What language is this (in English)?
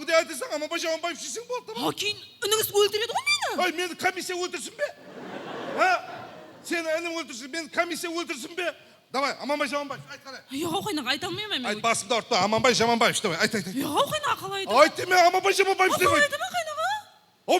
Kara-Kalpak